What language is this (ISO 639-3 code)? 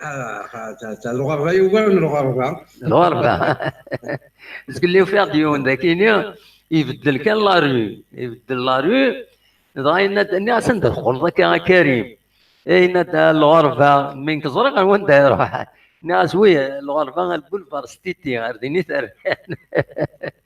kab